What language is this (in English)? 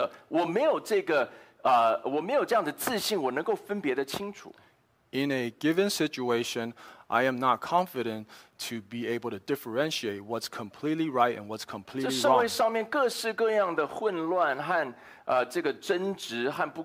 Chinese